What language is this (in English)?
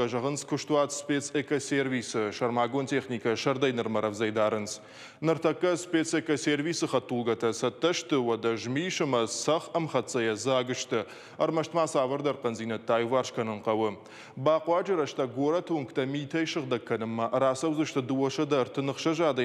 Ossetic